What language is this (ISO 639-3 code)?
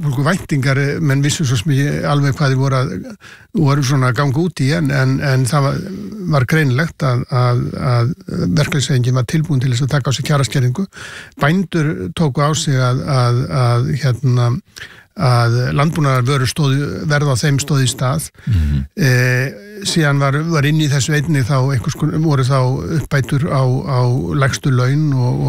isl